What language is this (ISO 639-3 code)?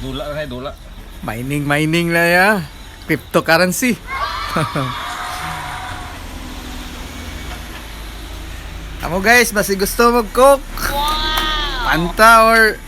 ceb